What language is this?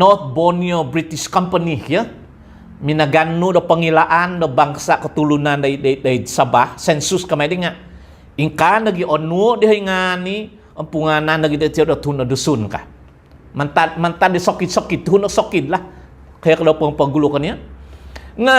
Central Dusun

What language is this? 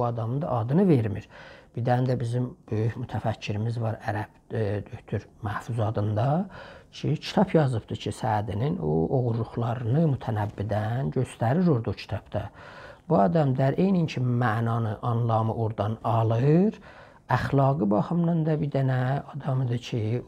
South Azerbaijani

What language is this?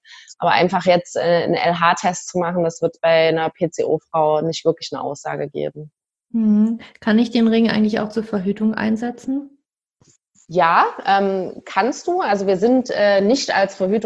German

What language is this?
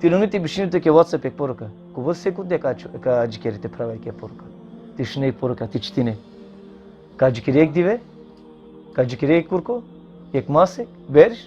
Balkan Romani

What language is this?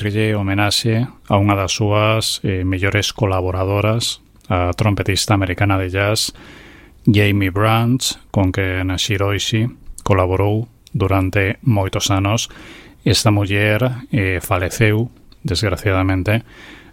Galician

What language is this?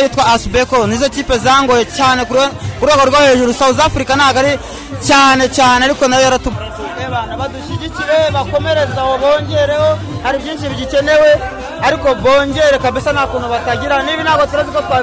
Kinyarwanda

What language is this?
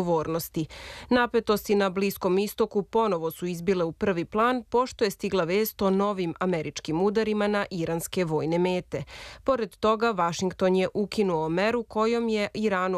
Serbian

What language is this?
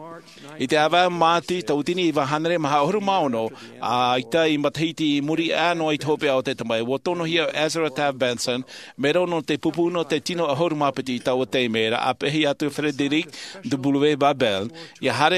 Tahitian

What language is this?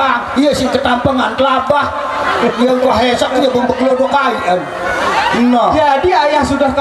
Sasak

